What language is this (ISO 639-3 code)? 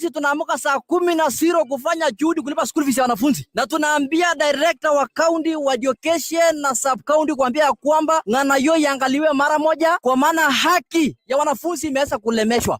mas